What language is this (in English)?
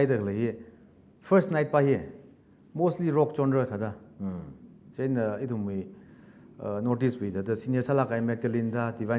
Tangkhul Naga (India)